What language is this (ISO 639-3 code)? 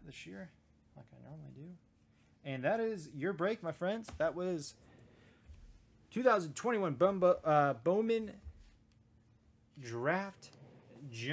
eng